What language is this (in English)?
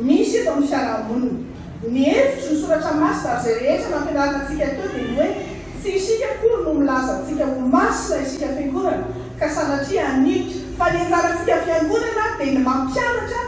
Malagasy